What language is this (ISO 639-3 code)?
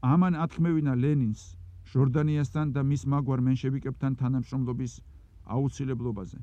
kat